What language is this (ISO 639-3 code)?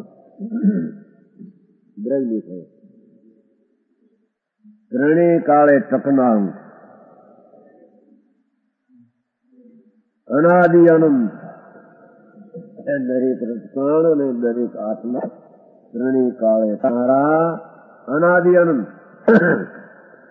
guj